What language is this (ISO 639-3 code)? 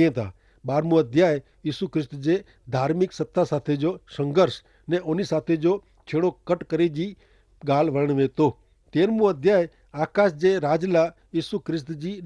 kfr